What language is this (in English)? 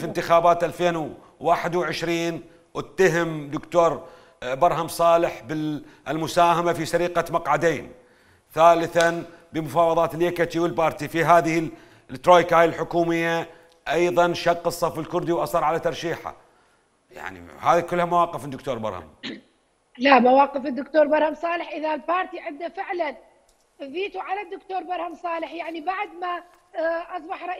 Mesopotamian Arabic